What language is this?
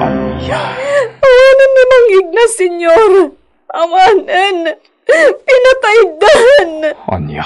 Iloko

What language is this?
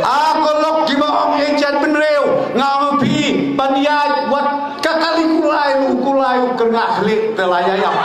Khasi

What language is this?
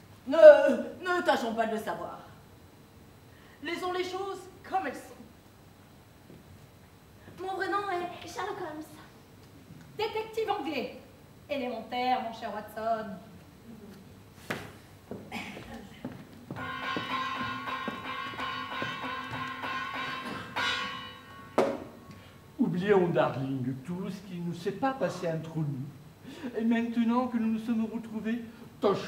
French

